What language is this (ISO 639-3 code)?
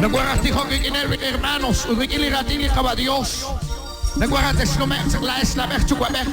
kek